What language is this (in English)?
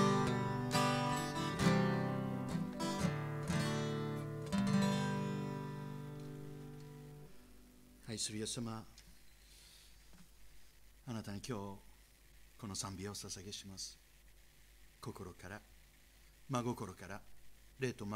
Japanese